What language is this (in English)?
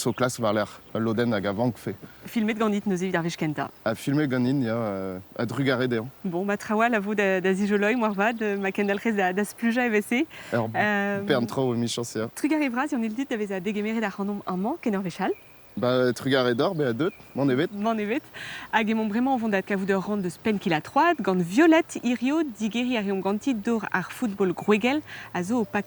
Breton